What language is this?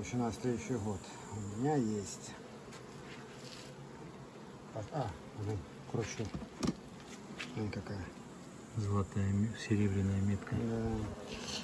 Russian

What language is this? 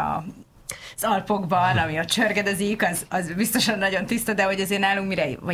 Hungarian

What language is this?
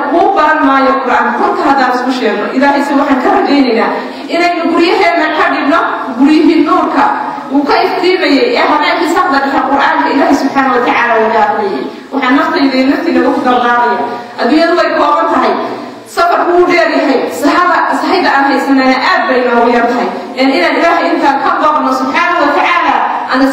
Somali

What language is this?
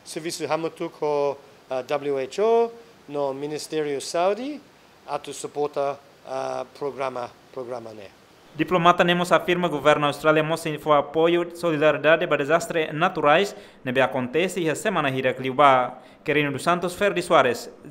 Tetum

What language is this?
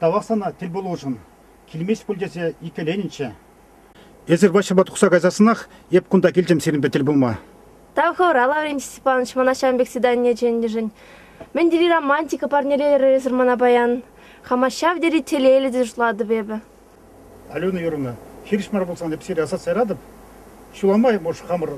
Chuvash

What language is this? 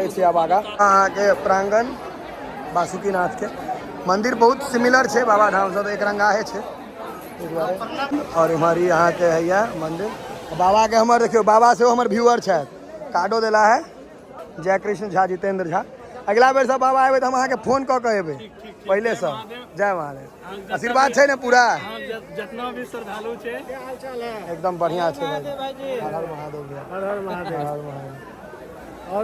Maithili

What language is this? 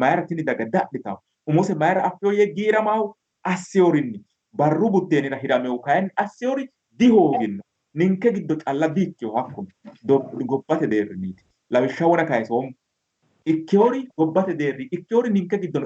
Sidamo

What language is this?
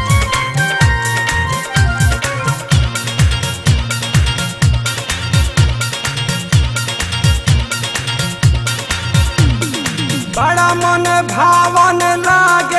Bhojpuri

